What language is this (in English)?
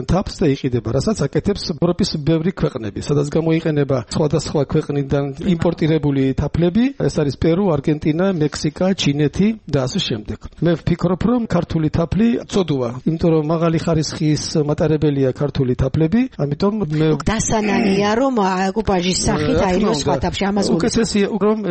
Georgian